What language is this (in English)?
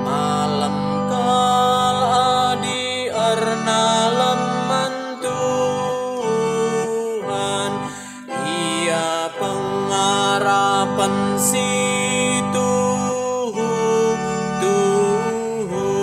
Batak Karo